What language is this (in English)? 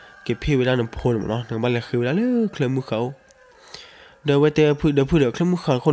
S'gaw Karen